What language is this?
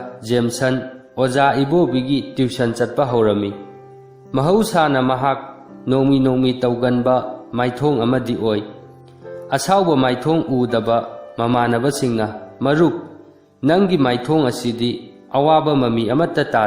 Manipuri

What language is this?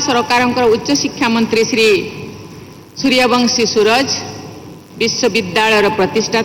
Odia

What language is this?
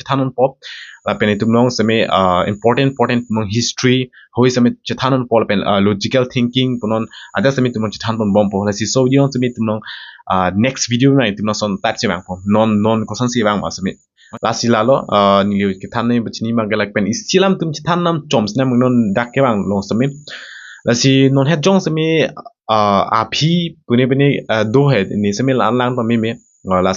Karbi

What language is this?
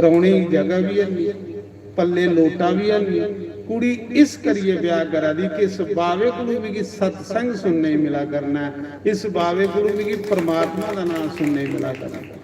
Dogri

